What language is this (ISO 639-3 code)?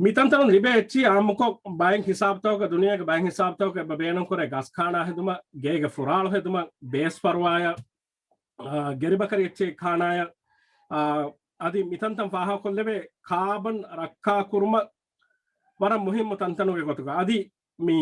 div